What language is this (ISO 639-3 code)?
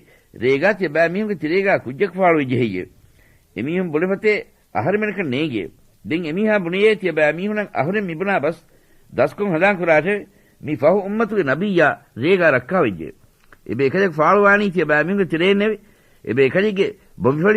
div